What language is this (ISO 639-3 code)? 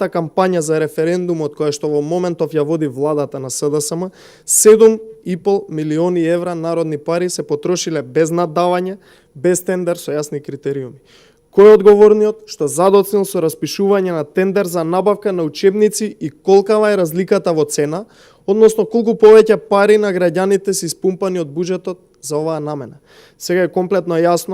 mkd